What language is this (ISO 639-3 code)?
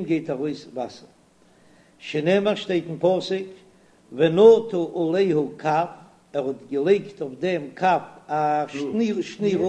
yid